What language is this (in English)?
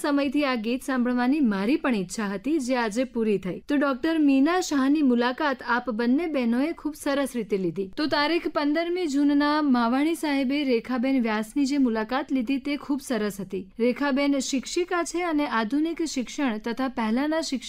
Gujarati